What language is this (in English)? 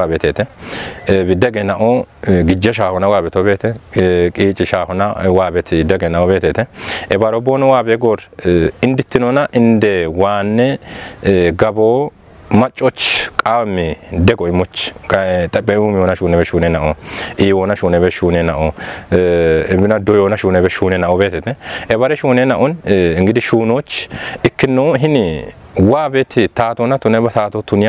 Kafa